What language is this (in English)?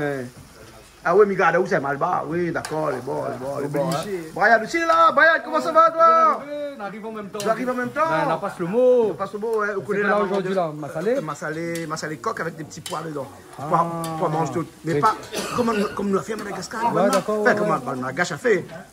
Réunion Creole French